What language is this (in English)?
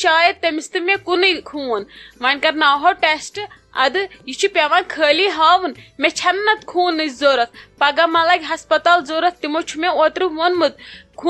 Kashmiri